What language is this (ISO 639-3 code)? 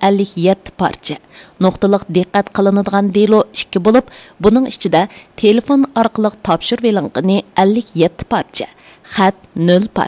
uig